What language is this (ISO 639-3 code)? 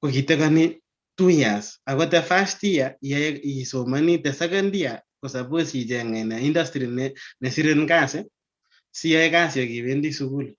kln